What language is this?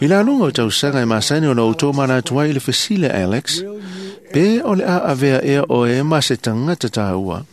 Samoan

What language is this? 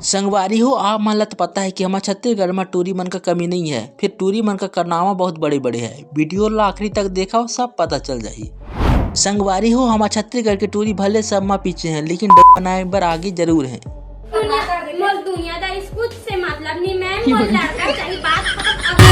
Chhattisgarhi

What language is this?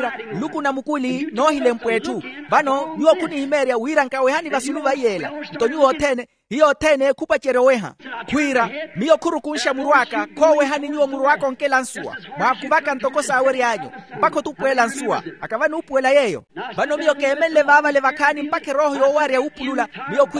Makhuwa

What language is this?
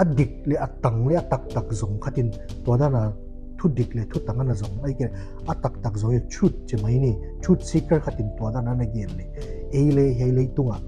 Paite Chin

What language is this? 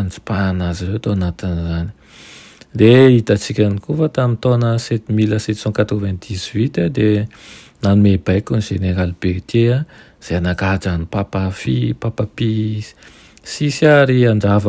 Malagasy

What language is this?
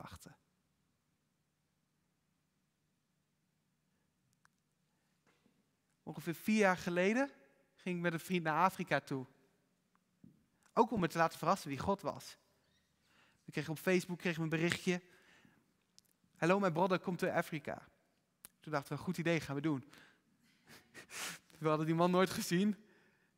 Dutch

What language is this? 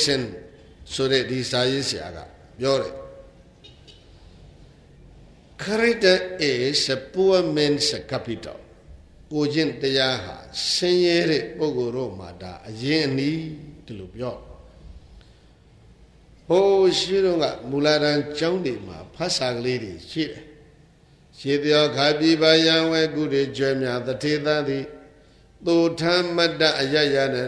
Burmese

